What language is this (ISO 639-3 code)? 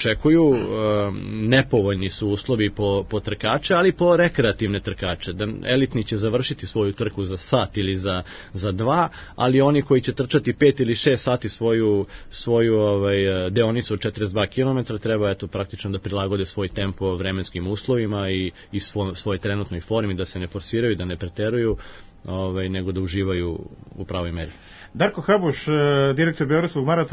srp